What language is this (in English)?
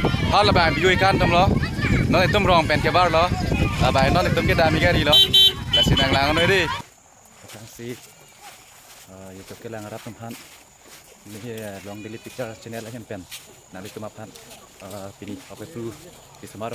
Karbi